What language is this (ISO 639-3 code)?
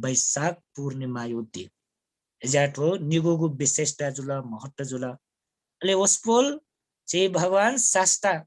new